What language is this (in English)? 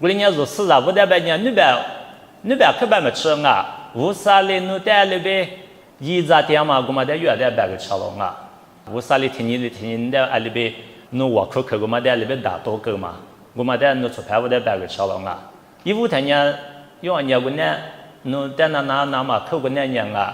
Lisu